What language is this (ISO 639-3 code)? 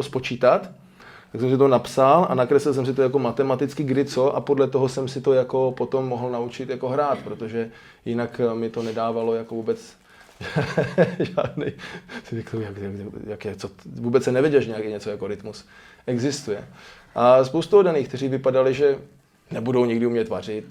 ces